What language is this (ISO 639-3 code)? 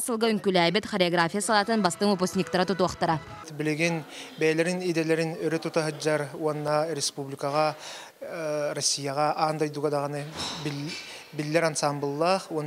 sah